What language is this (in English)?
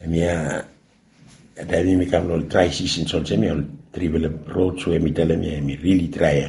Bislama